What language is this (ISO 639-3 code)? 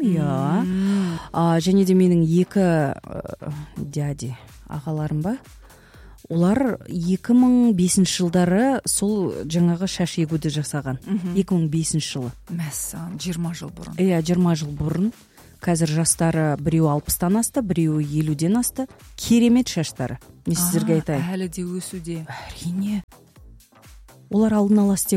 kaz